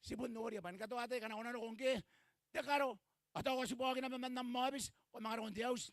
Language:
Gilbertese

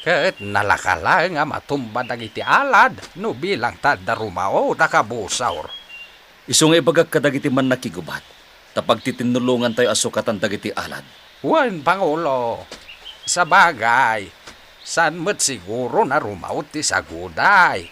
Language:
Iloko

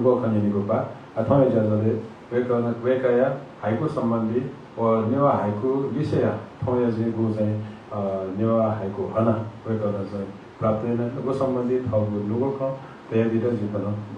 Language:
Newari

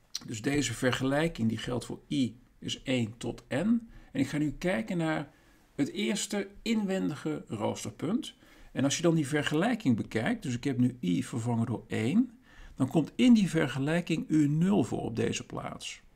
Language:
Dutch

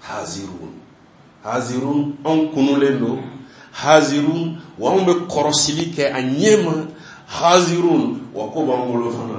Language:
Bambara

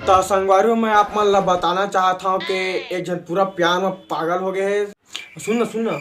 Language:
Chhattisgarhi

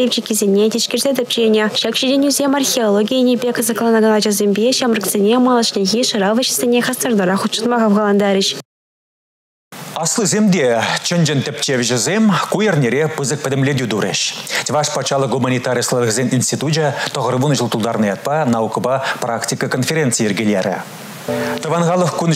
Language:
Chuvash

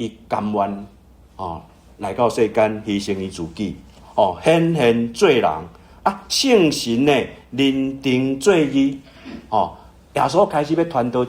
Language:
Min Nan Chinese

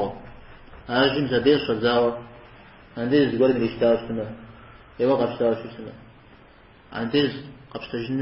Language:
Kabardian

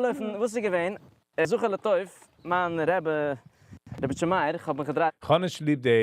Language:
Yiddish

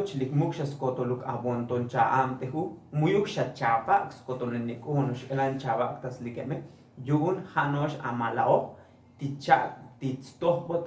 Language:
Tzotzil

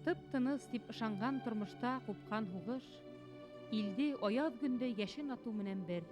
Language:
Bashkir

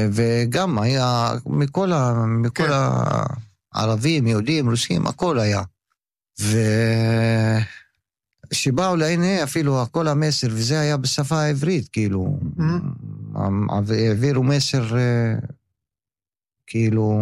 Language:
Hebrew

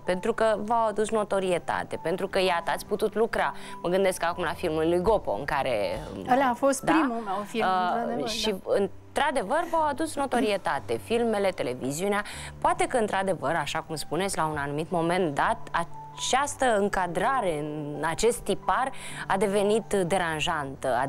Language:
Romanian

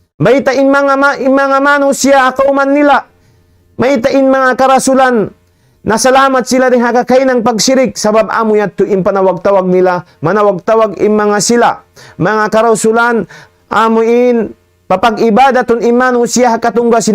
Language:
Tausug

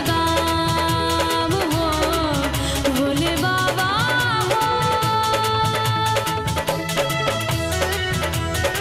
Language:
Bhojpuri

